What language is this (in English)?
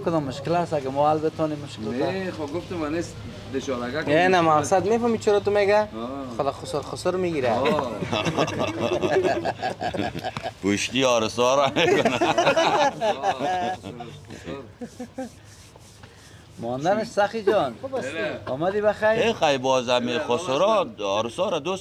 Persian